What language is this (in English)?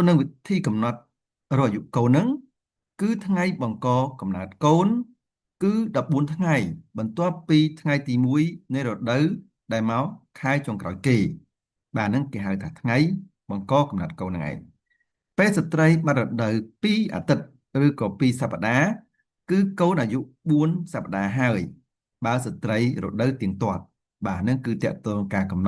Khmer